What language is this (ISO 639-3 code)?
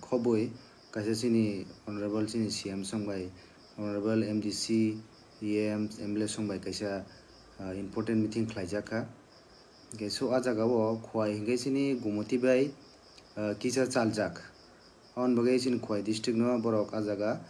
trp